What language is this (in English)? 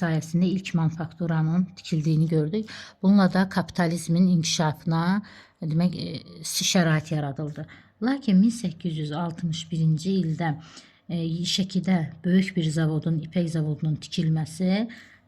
Azerbaijani